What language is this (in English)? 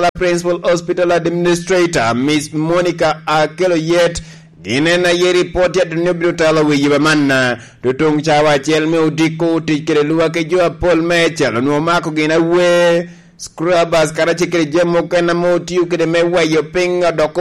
Lango (Uganda)